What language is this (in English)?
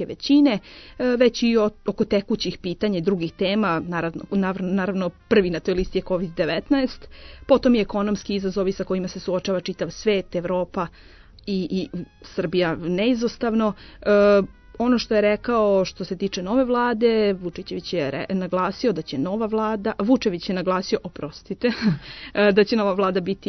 Serbian